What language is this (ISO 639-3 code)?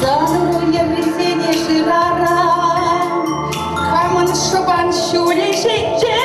chv